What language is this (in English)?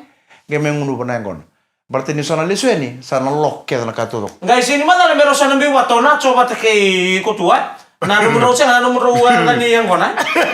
Fijian